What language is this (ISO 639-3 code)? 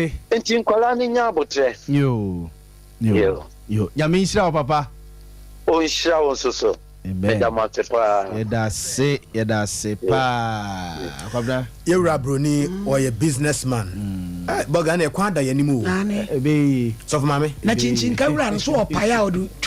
aka